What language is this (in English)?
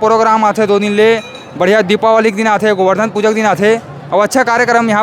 Chhattisgarhi